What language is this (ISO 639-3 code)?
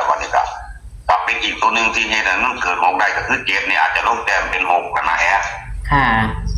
tts